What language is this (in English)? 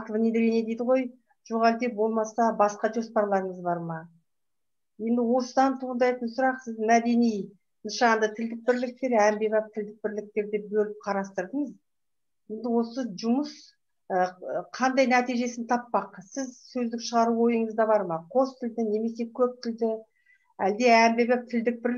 Kazakh